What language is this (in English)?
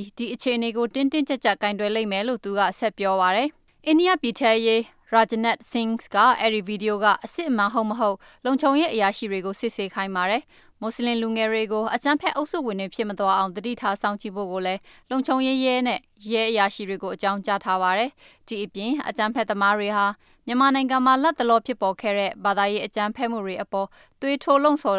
Burmese